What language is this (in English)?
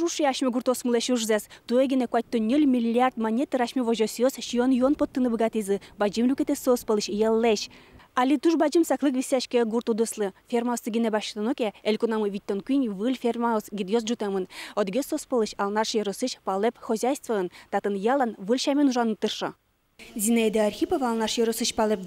Udmurt